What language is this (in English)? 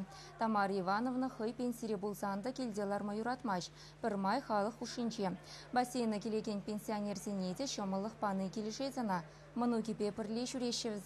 Chuvash